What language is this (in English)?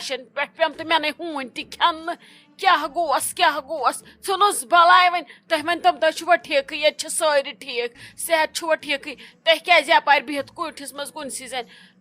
Kashmiri